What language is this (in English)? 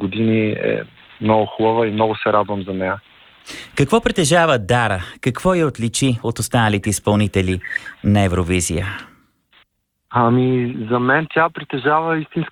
Bulgarian